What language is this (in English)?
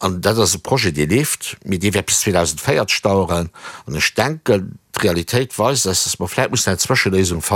Luxembourgish